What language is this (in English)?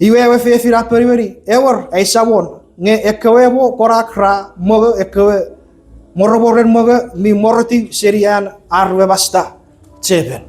Chuukese